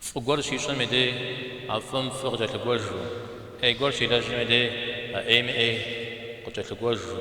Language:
Kabardian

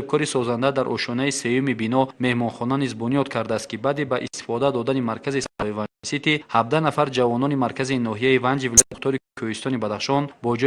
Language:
Tajik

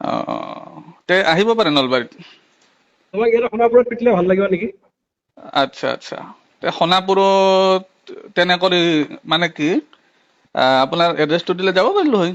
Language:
Assamese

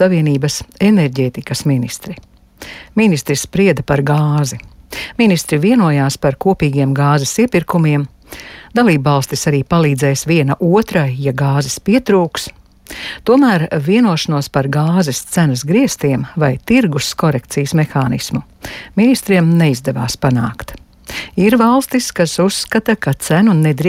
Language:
Latvian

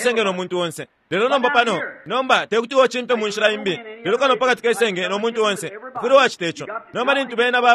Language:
Bemba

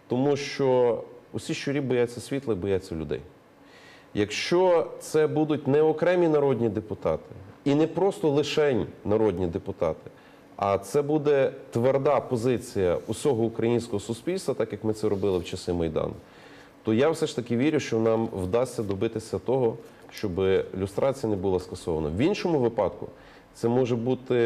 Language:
Ukrainian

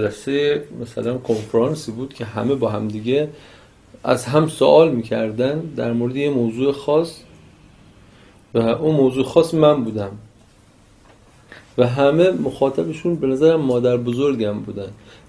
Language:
Persian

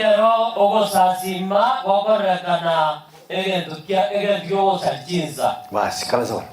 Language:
Gusii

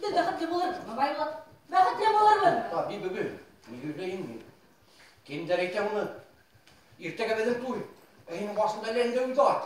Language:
Bashkir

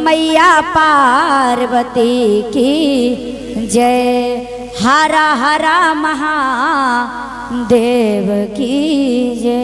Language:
Magahi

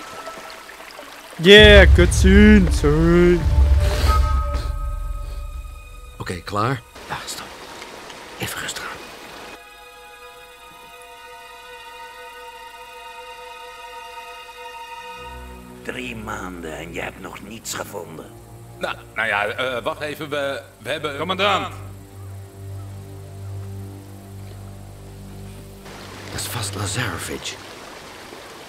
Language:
Dutch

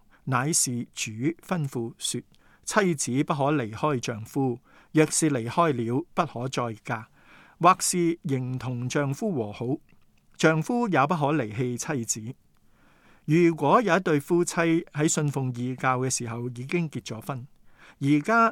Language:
Cantonese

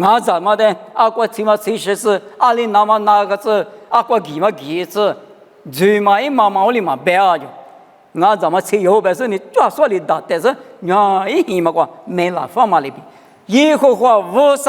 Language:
Lisu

